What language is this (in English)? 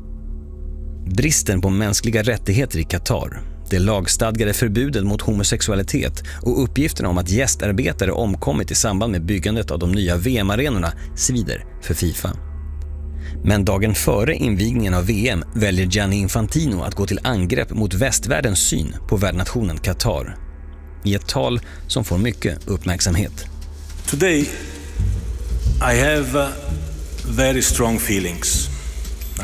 Swedish